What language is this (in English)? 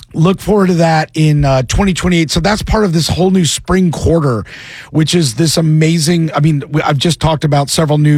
English